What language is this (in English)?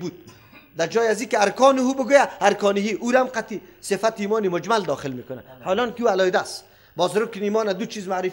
Persian